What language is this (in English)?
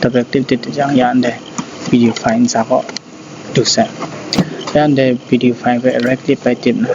Kachin